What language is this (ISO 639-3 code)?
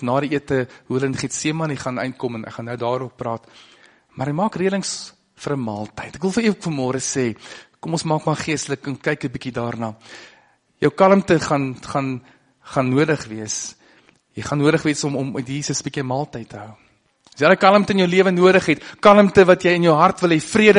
afr